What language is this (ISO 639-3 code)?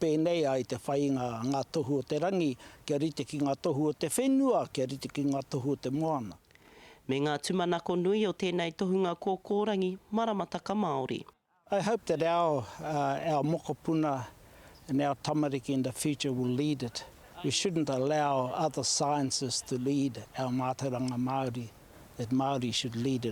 mri